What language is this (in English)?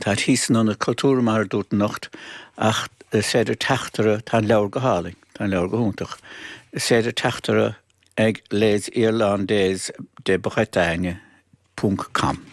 Irish